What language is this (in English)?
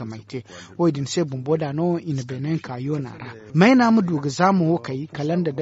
Zarma